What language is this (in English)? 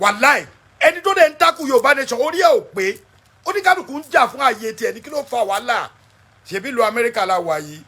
Yoruba